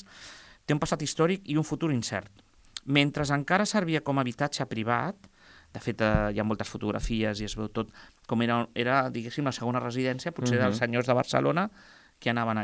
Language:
Catalan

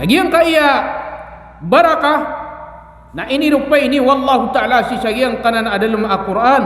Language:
Maranao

